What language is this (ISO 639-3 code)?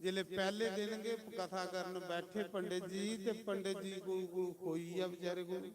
doi